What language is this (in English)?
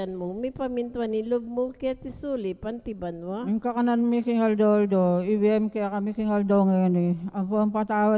Pampanga